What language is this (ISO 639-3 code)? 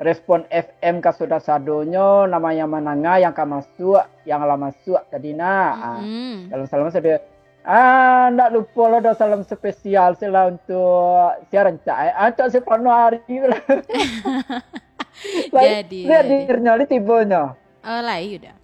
min